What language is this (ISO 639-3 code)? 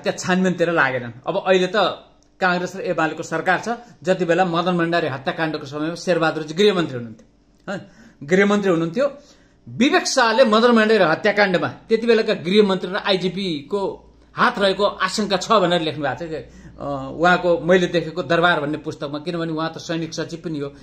nep